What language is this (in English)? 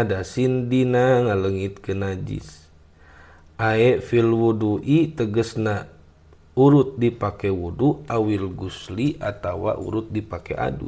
Sundanese